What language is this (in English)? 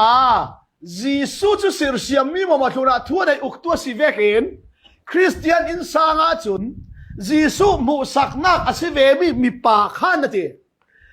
Falam Chin